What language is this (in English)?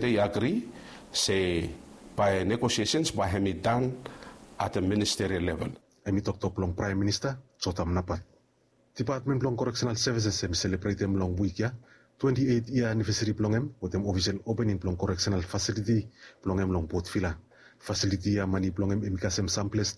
Bislama